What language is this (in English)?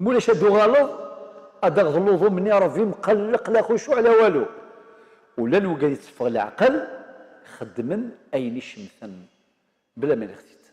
Kabyle